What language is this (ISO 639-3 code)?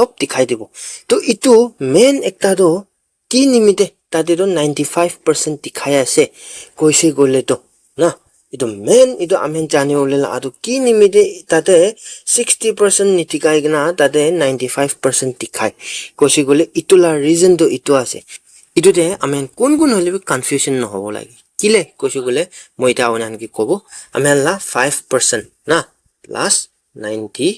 nag